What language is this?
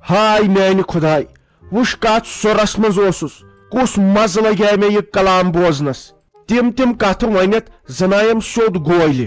Kashmiri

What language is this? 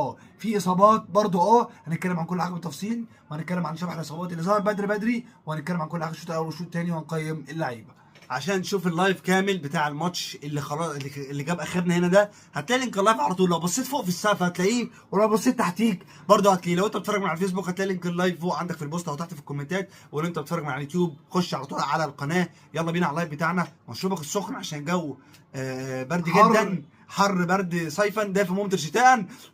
Egyptian Arabic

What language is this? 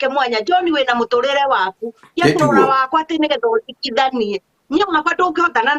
Kikuyu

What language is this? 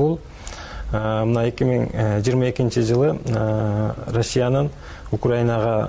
Kyrgyz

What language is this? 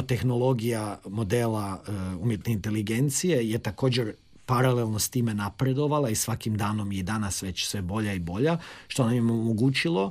Croatian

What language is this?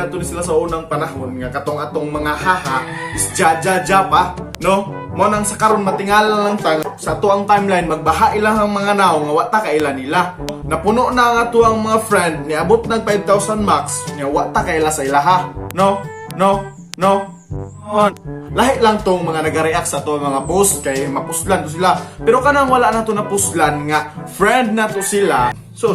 Cebuano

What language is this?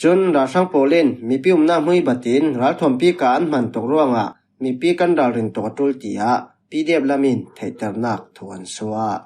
Falam Chin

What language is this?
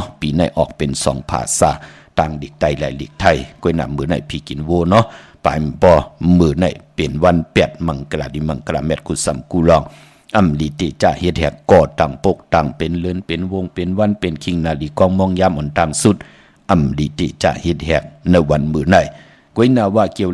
Shan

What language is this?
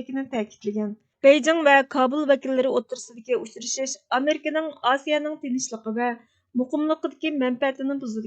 Uyghur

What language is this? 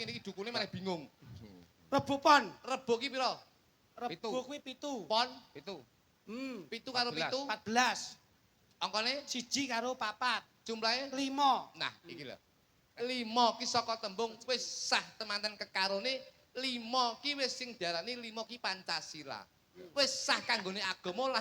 Javanese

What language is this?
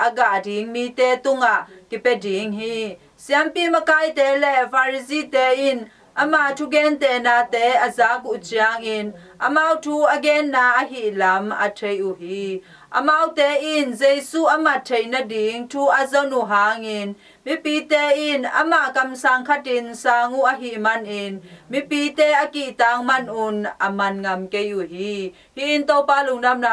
Tedim Chin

